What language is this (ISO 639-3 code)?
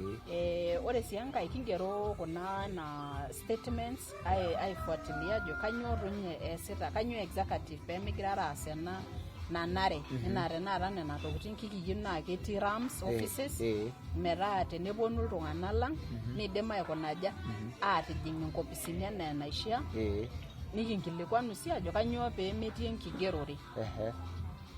mas